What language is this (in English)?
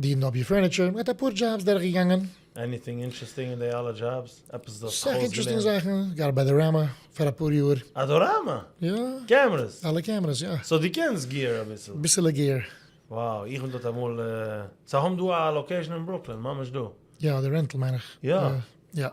Yiddish